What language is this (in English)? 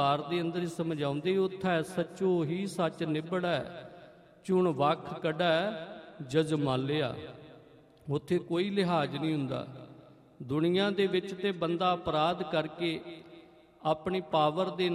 Punjabi